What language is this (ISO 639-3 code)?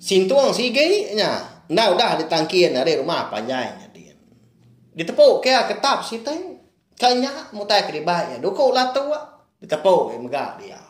iba